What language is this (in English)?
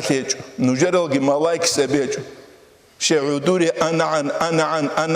Avaric